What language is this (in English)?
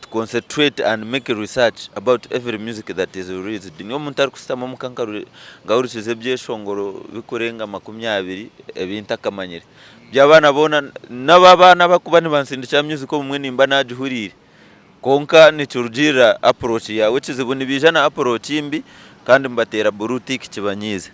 Nyankole